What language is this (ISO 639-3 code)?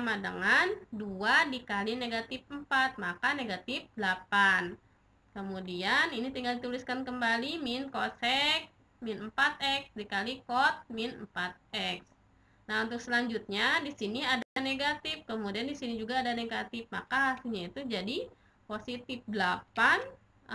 ind